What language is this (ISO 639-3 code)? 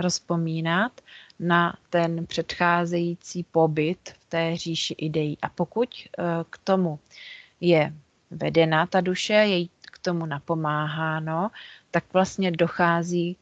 ces